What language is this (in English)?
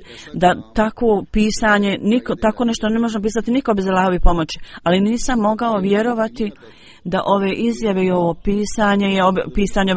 Bosnian